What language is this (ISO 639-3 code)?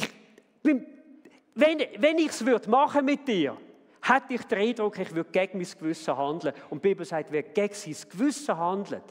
gsw